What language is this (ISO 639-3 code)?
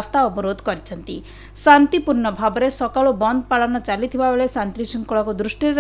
ori